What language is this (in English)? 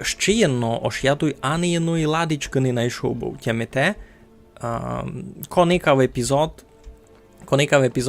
Rusyn